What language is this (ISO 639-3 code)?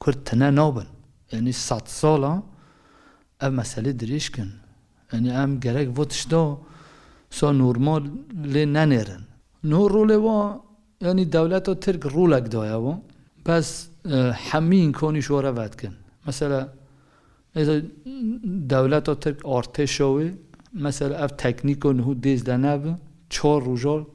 kur